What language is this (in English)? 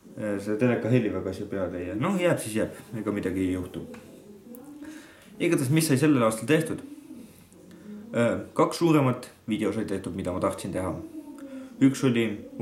Estonian